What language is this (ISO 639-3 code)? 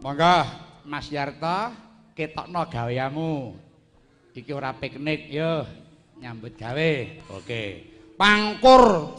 jav